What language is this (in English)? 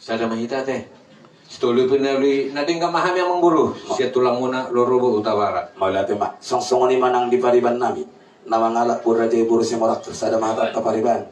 Batak Toba